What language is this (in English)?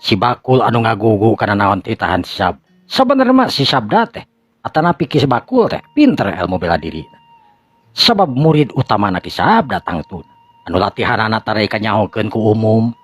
Sundanese